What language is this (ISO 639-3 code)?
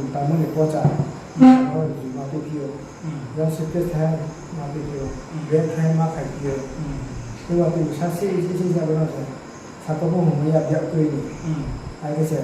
ria